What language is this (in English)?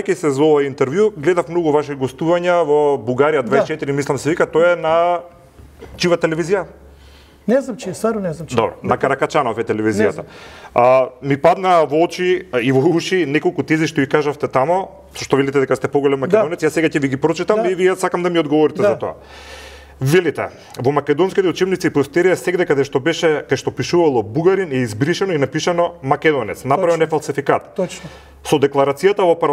Macedonian